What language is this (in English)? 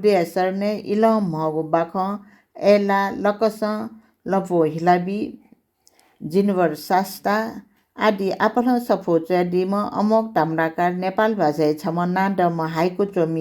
Newari